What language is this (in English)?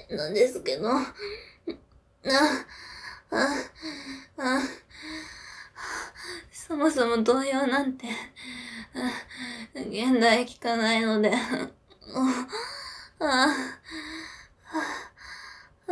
Japanese